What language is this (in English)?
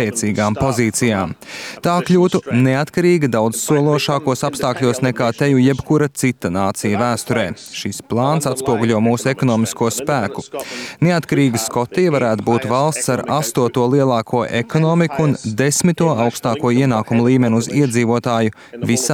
Latvian